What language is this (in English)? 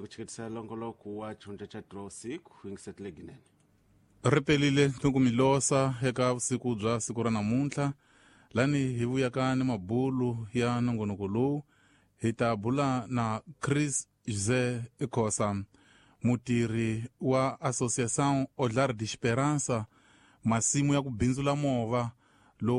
Tsonga